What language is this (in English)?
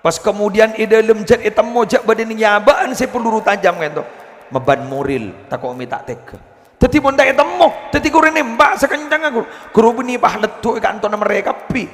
Madurese